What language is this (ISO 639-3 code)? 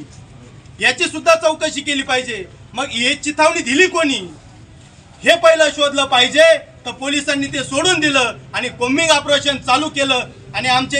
mar